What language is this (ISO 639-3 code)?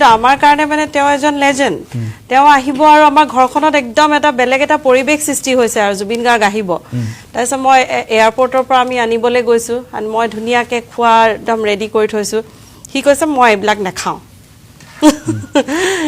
asm